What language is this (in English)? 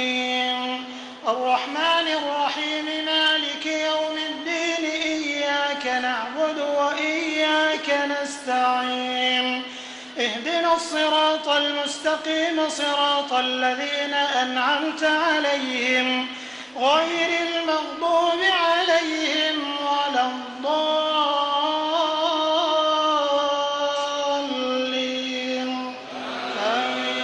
Arabic